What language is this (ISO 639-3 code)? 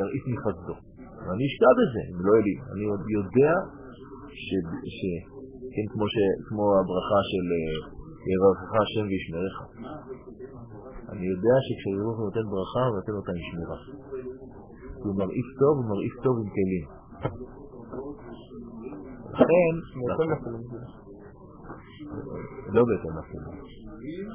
heb